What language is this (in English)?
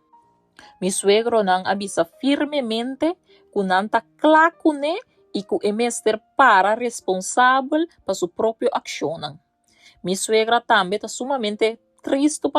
Papiamento